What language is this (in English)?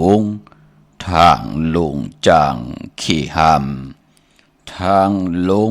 Shan